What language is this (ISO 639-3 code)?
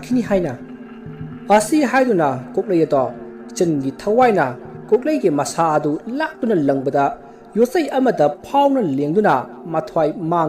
mni